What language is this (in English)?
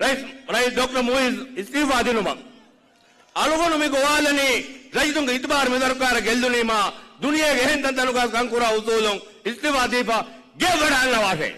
Divehi